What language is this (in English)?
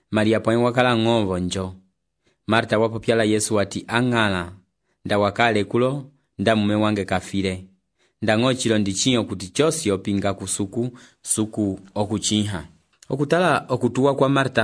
Umbundu